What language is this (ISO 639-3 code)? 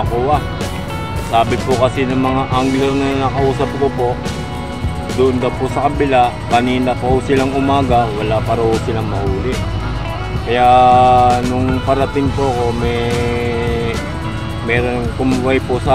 fil